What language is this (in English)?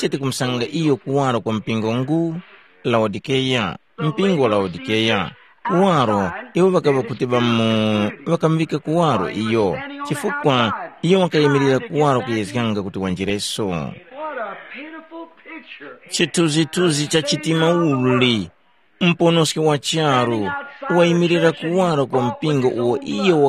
Tumbuka